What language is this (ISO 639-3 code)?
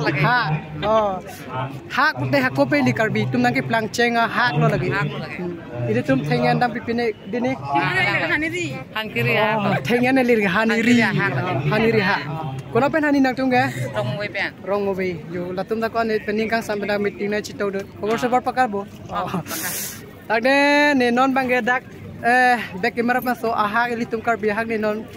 mjw